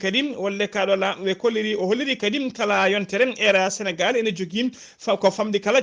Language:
Fula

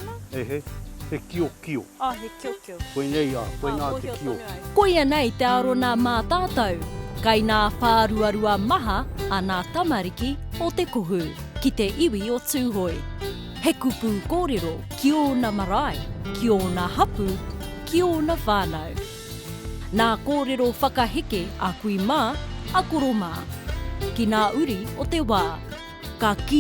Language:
Māori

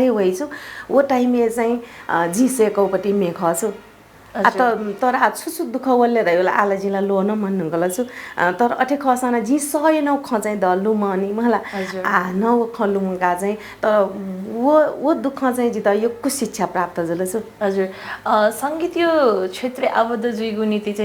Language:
Newari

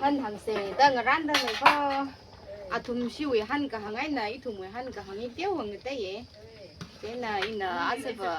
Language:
Tangkhul Naga (India)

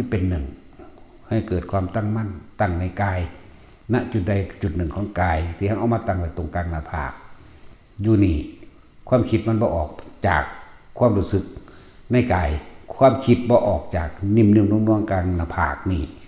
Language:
Northeastern Thai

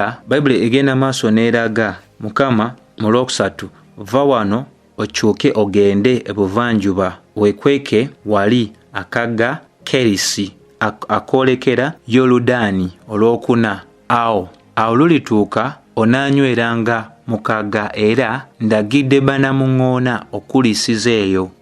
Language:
Ganda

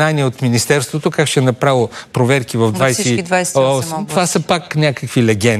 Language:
Bulgarian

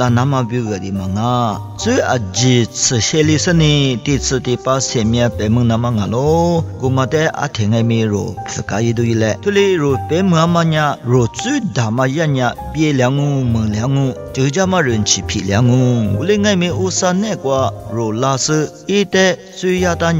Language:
Lisu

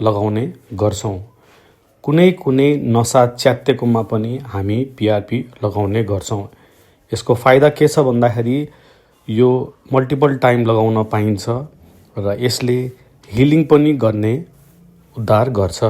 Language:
Nepali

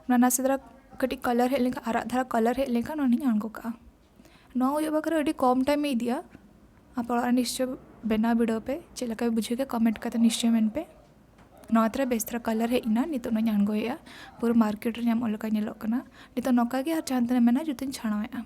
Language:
Santali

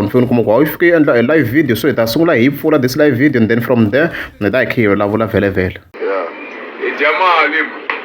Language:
Tsonga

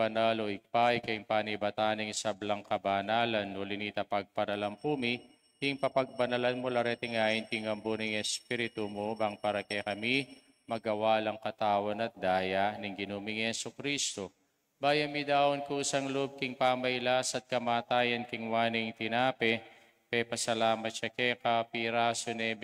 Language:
Pampanga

